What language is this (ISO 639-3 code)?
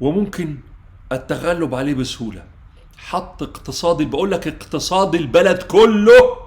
arz